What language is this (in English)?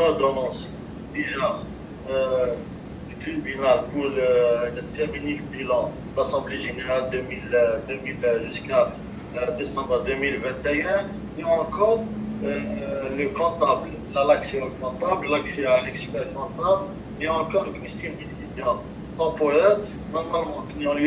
Kabyle